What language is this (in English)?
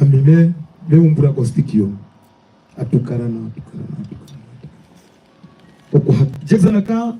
Herero